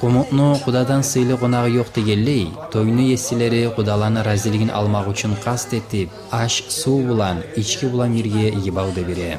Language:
Kumyk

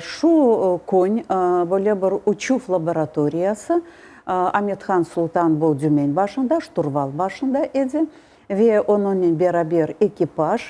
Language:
Crimean Tatar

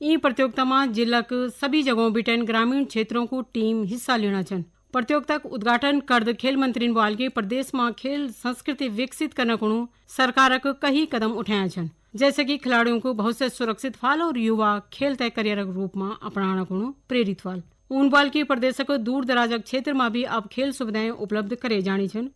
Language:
Garhwali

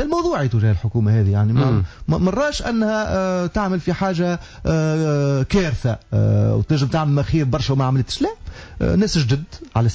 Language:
Tunisian Arabic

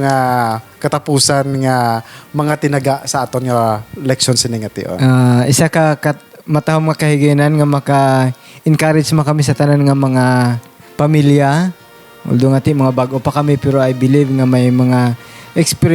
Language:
Hiligaynon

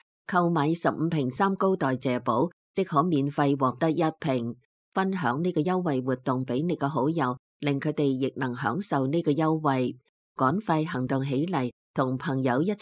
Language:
Cantonese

